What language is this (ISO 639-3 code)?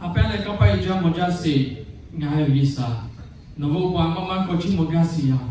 lhu